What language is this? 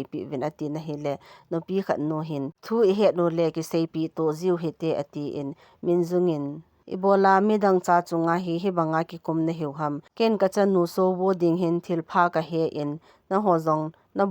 Thado Chin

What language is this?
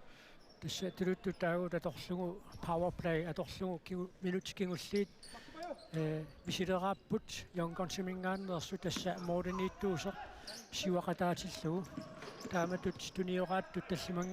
Kalaallisut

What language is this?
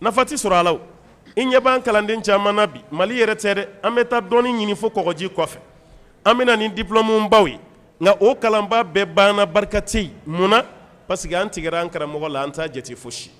Bambara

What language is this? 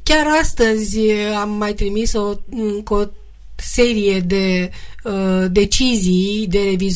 Romanian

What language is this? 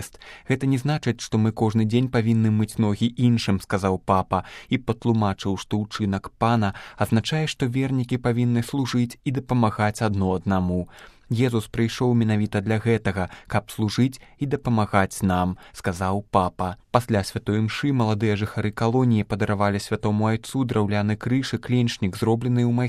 Belarusian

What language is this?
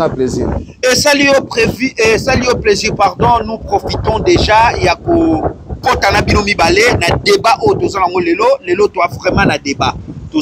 Lingala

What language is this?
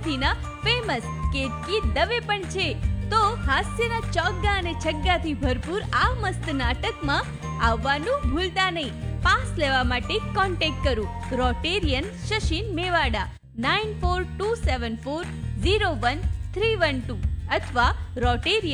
Gujarati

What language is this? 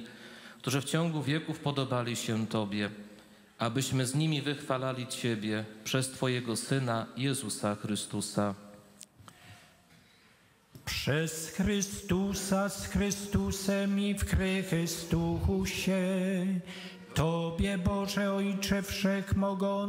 Polish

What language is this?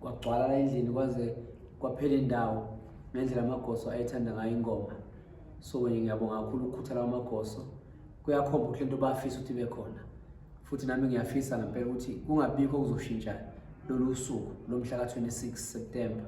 Zulu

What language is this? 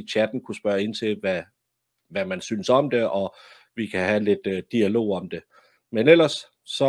Danish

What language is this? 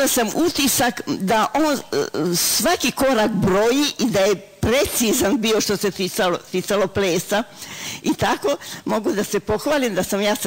Serbian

